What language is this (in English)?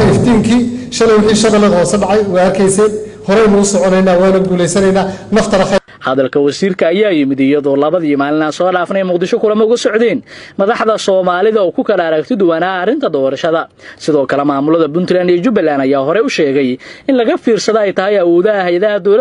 Somali